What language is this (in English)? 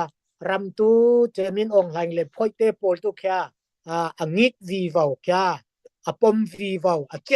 Falam Chin